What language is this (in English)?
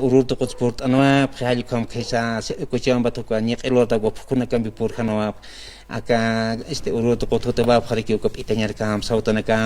Aymara